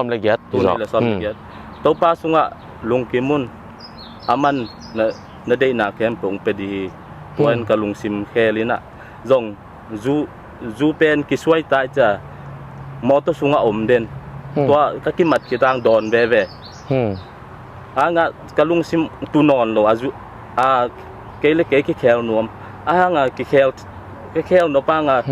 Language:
Tedim Chin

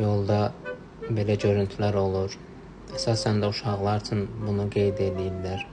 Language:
Azerbaijani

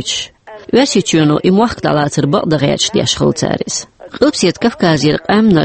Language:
Chechen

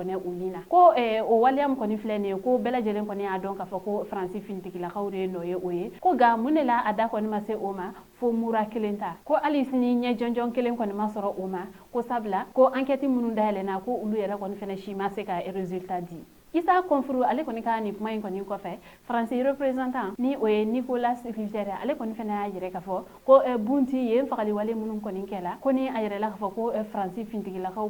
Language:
Bambara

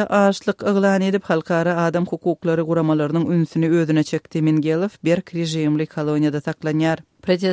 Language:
Turkmen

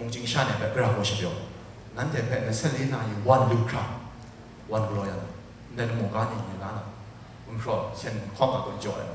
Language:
Kachin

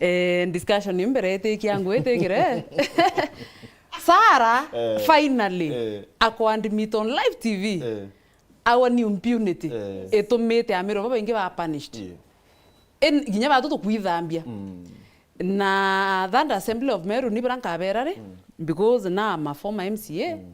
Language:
Meru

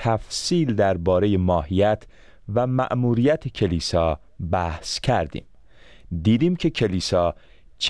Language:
Persian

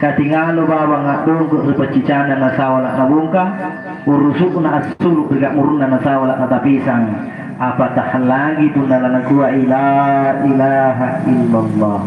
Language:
Makasar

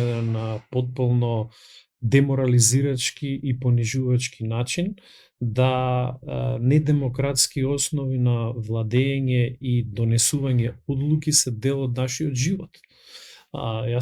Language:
Macedonian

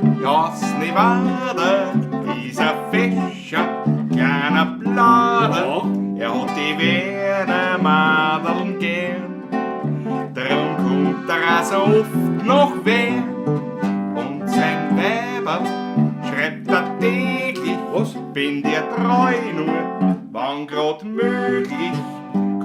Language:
Bavarian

